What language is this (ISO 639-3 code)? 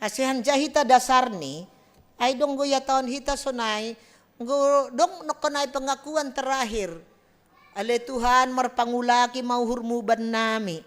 bts